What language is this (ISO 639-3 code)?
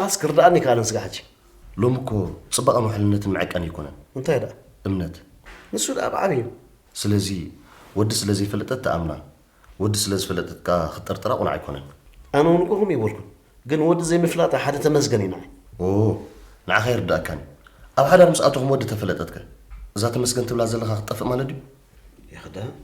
tir